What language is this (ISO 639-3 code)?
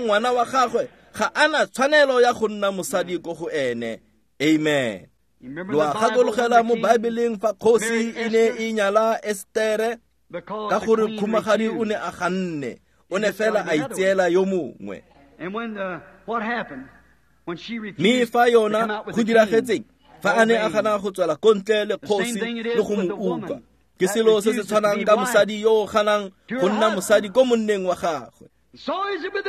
tsn